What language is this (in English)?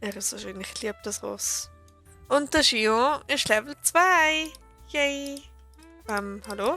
Swiss German